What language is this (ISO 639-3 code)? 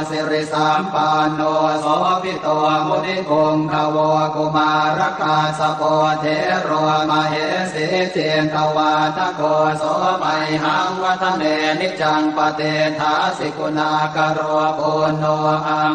pli